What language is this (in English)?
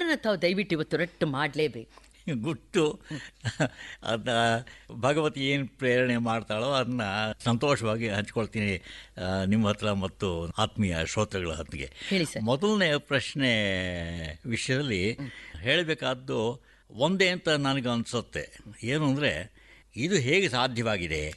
Kannada